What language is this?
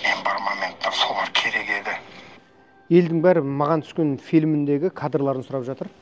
Kazakh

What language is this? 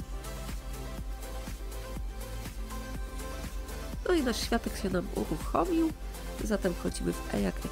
Polish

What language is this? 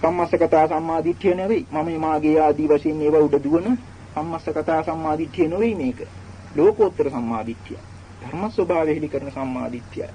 Sinhala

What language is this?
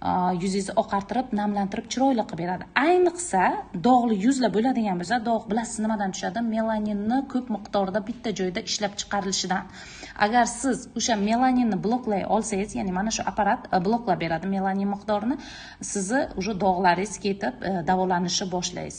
Uzbek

